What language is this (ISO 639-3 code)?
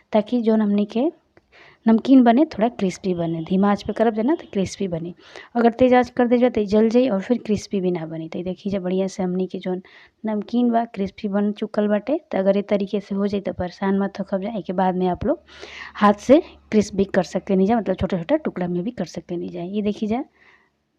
bho